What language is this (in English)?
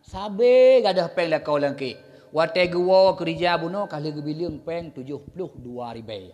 Achinese